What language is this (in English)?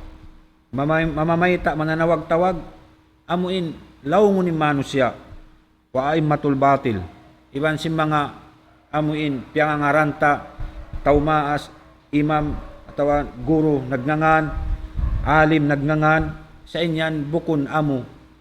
Tausug